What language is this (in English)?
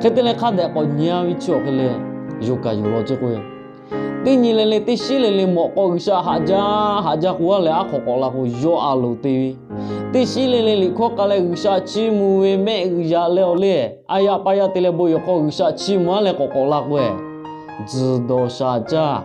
Lahu